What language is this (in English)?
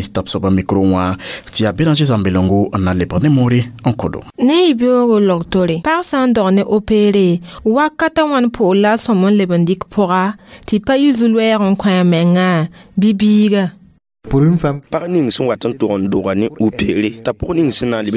Mossi